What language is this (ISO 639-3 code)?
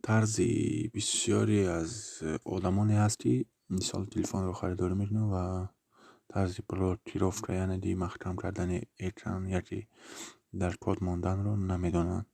tgk